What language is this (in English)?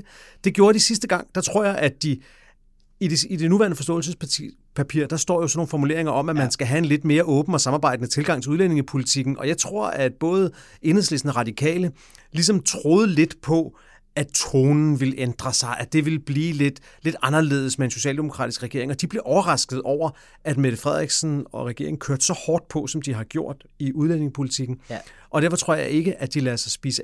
Danish